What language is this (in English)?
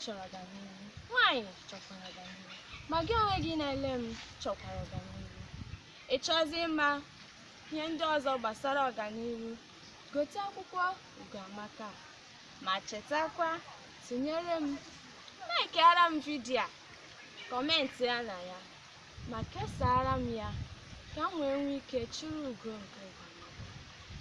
Igbo